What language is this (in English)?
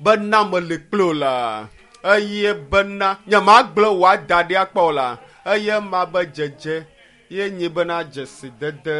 Ewe